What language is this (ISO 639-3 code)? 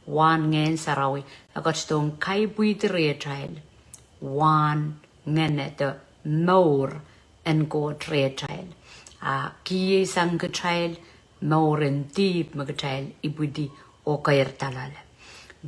pon